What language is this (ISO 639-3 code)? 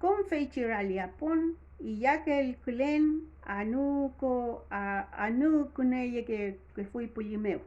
arn